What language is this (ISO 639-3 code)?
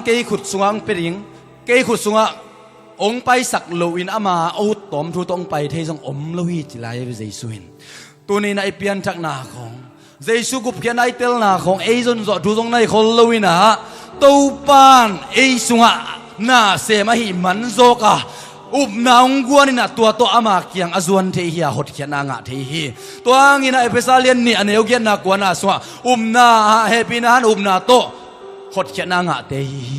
ctd